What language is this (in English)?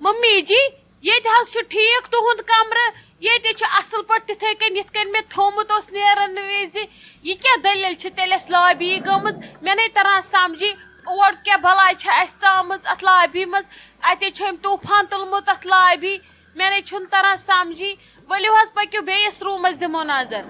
Kashmiri